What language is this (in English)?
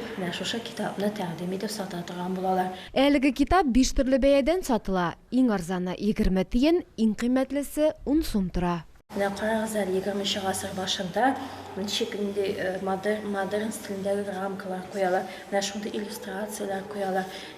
Tatar